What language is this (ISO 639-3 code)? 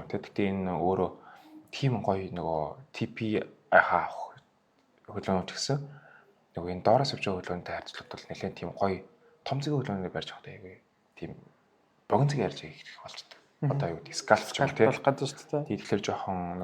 mon